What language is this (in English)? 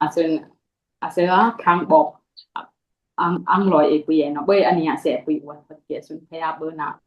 Dimasa